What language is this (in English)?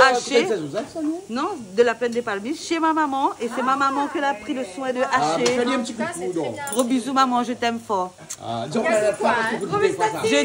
Réunion Creole French